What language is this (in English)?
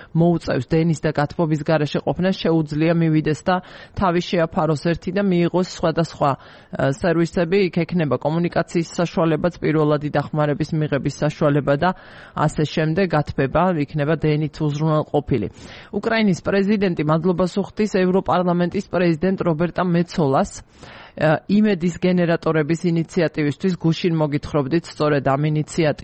Georgian